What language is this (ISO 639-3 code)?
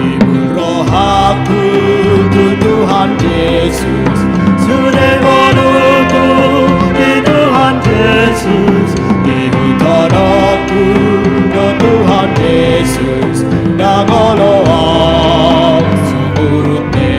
bbc